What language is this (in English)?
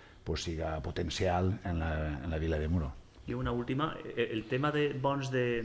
Catalan